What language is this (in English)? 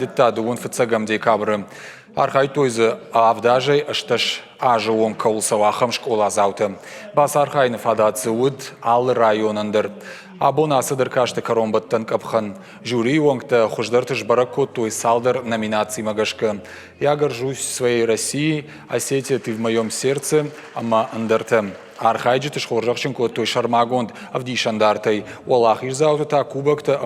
Ossetic